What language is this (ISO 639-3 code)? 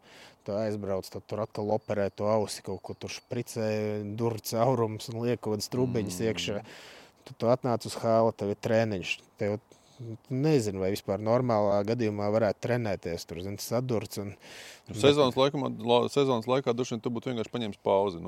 lav